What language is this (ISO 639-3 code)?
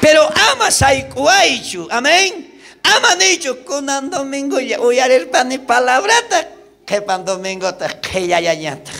quh